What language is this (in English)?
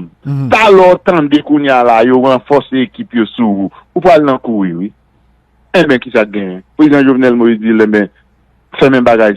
Haitian Creole